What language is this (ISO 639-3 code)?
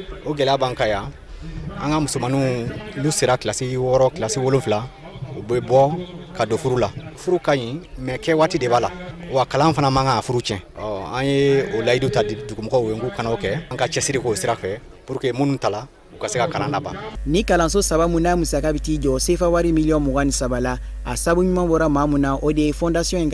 bam